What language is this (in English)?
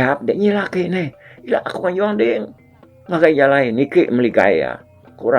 Iban